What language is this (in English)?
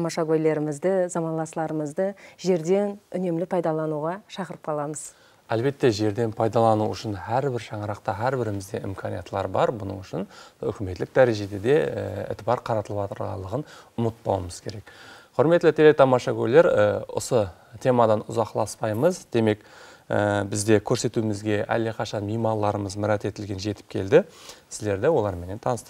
Kara-Kalpak